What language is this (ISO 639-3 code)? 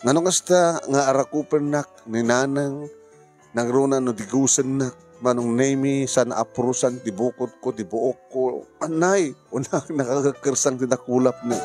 ilo